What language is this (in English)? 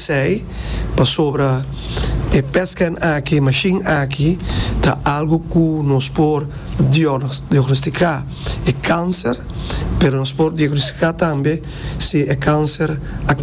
Papiamento